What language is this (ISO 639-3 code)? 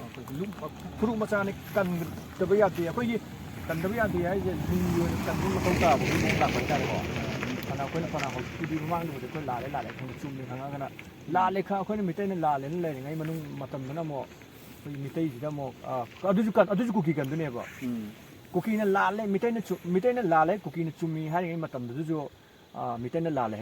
mni